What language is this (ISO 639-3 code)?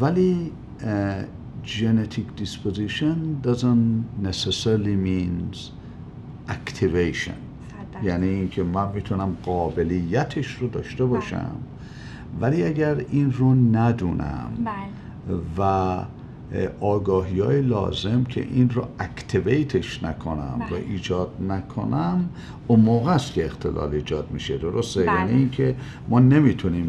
fas